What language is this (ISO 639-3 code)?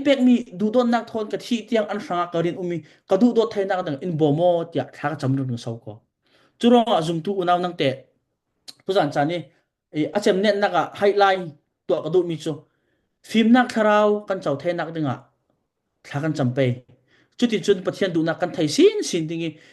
cfm